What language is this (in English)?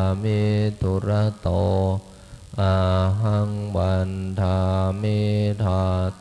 Pali